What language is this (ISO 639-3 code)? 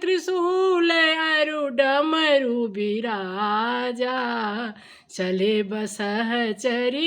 mai